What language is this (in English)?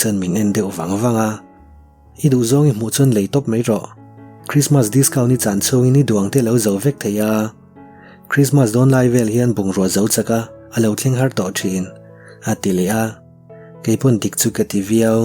Mizo